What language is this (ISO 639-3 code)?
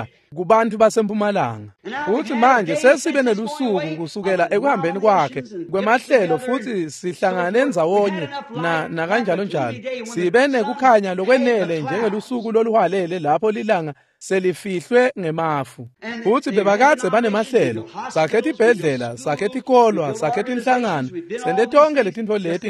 ssw